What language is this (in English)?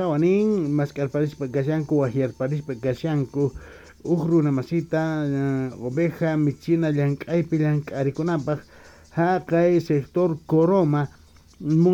Quechua